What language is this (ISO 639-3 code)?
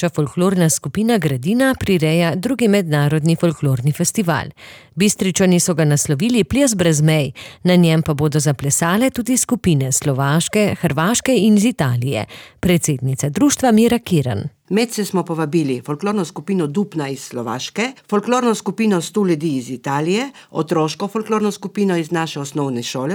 slv